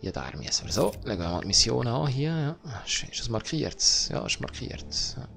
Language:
Swiss German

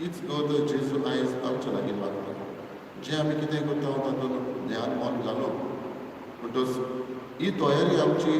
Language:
Konkani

